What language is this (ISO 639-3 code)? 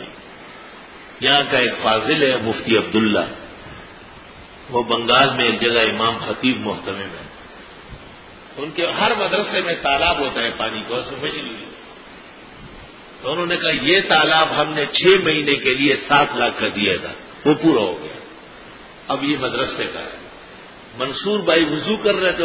urd